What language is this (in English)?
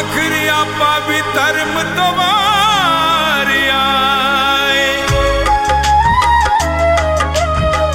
Punjabi